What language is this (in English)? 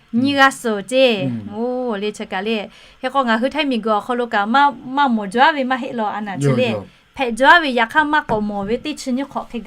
Lahu